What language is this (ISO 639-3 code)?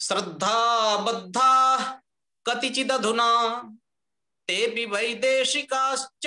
san